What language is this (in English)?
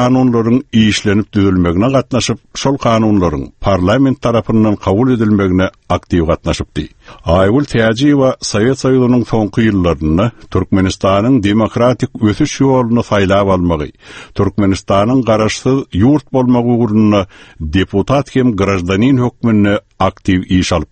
Turkmen